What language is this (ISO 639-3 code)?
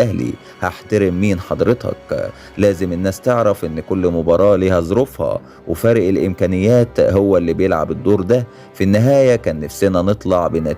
arz